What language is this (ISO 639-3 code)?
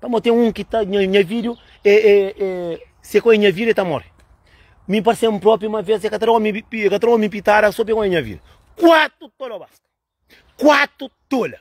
kea